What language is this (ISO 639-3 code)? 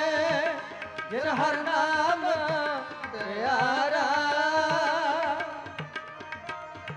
pan